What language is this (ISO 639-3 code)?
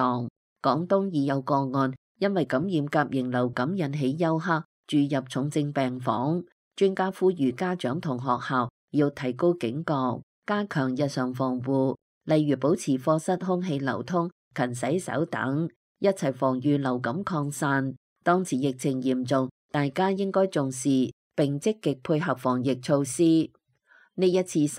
yue